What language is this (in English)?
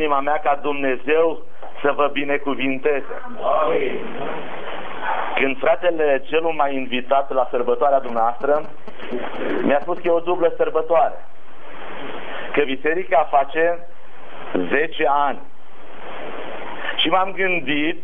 Romanian